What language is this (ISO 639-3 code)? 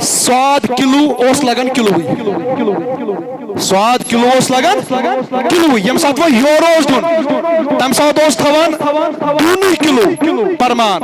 kas